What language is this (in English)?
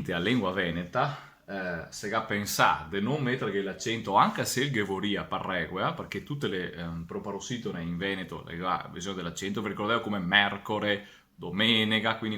Venetian